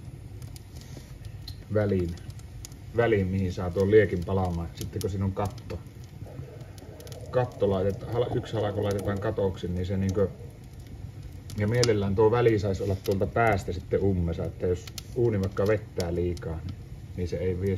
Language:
Finnish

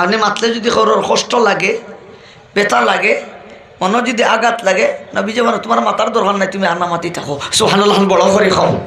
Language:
Sylheti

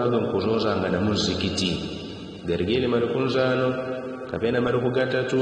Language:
Yao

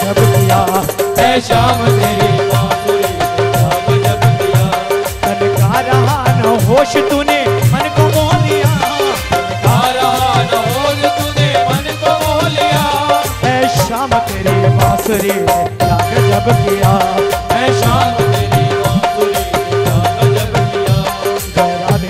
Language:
Hindi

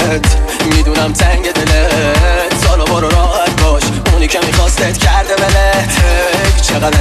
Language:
Persian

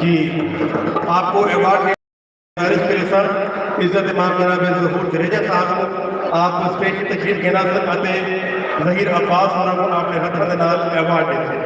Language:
Saraiki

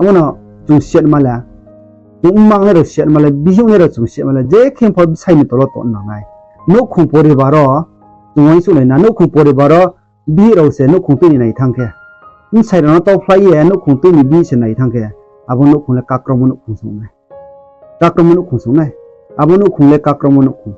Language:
Riang (India)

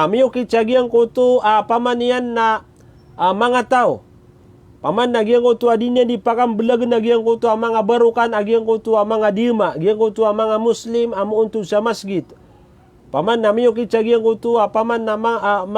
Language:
Maranao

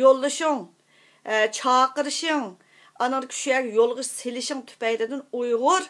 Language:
Uyghur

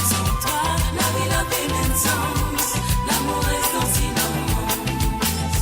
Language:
Morisyen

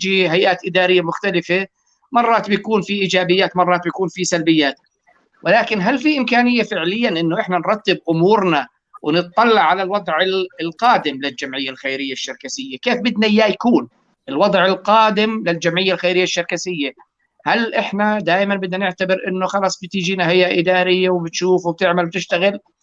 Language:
North Levantine Arabic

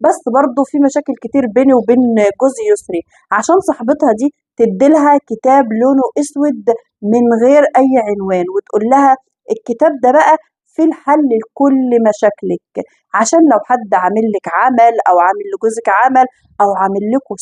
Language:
Egyptian Arabic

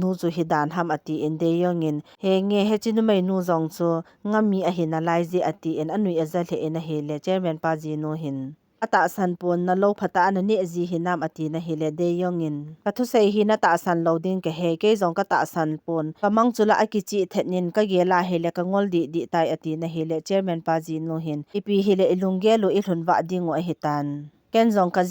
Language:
Thado Chin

